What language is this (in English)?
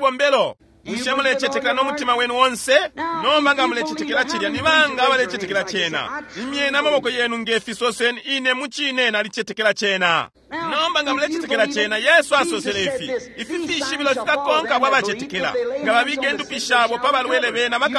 Bemba